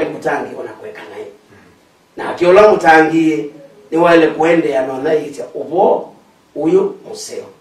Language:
Kamba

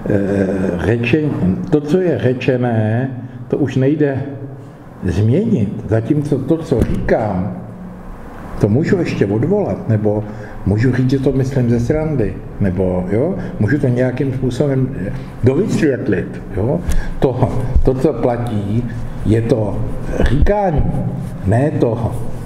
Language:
Czech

